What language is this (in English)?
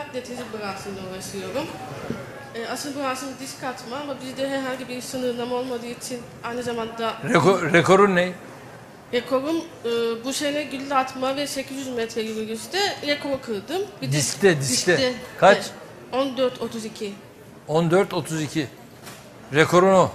Turkish